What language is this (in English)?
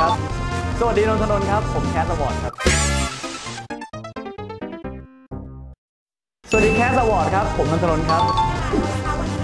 Thai